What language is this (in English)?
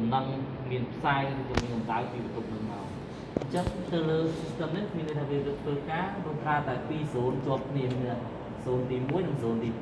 Khmer